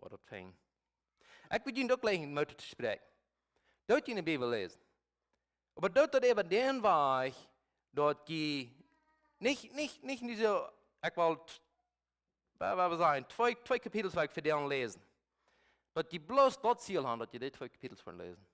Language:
Plautdietsch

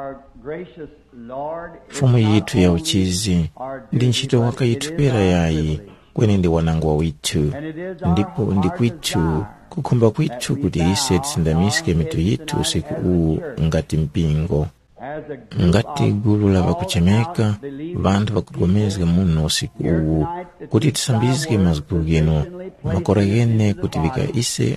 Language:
Tumbuka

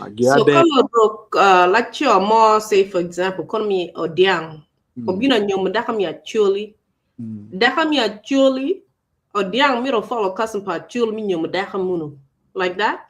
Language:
Acoli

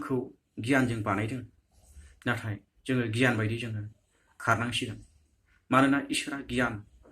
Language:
Bodo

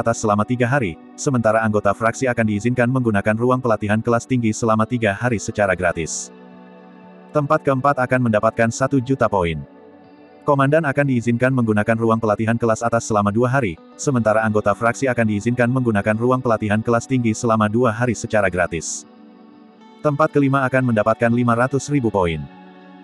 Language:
Indonesian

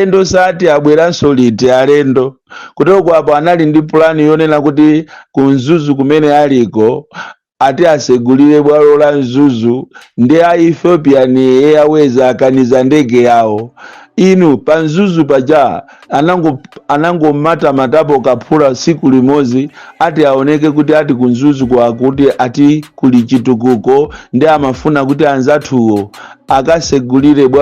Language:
Nyanja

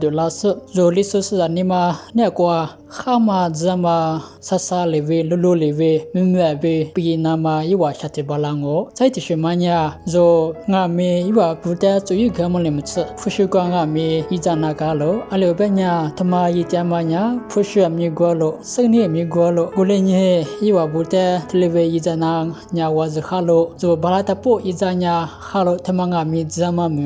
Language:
Lisu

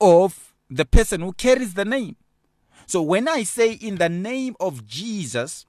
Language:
English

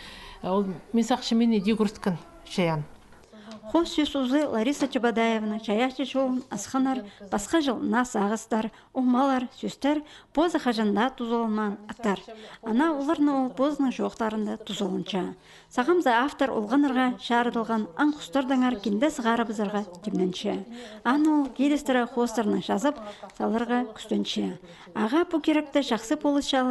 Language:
Khakas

